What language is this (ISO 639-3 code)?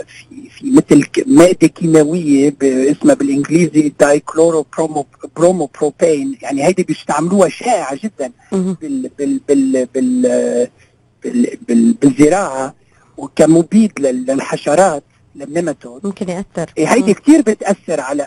apc